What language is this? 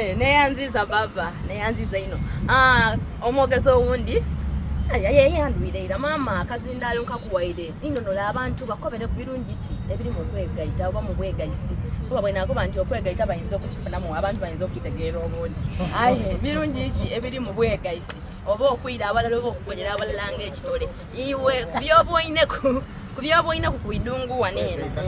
Soga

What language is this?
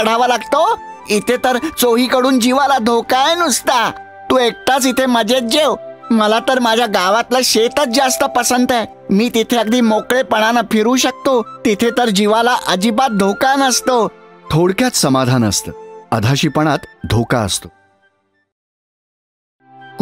Marathi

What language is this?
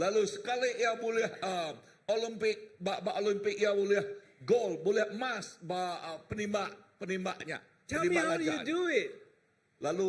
Iban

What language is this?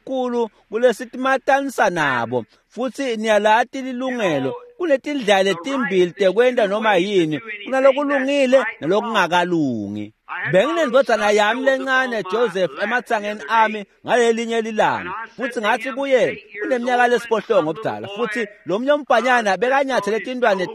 Swati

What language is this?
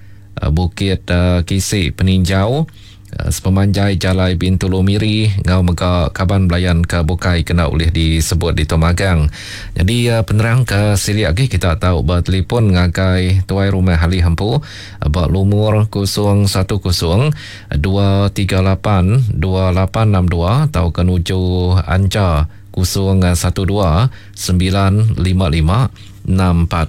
Iban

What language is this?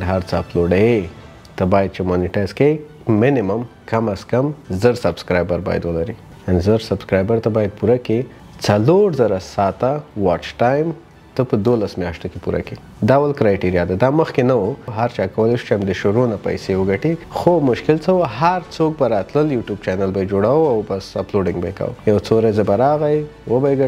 Pashto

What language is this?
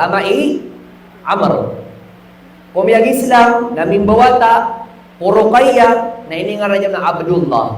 Maranao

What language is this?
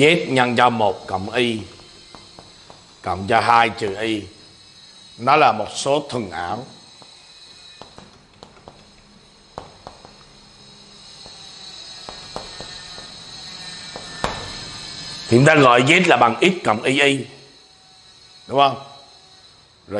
Vietnamese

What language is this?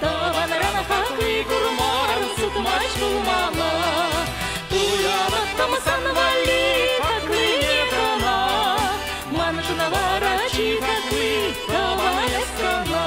Chuvash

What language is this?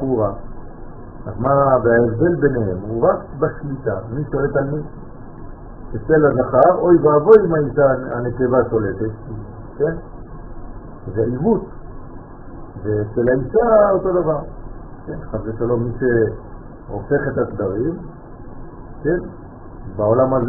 Hebrew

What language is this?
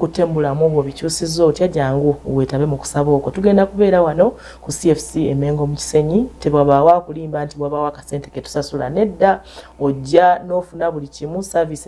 Ganda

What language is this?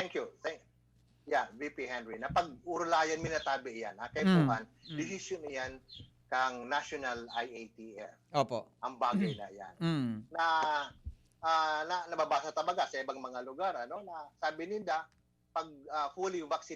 Bikol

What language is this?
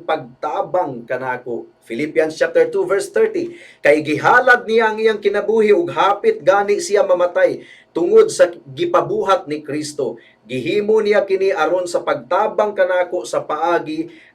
Cebuano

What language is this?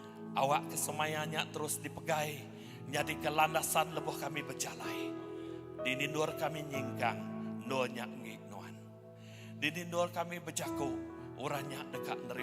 Iban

